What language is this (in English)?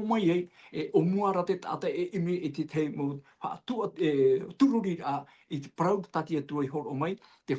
Tahitian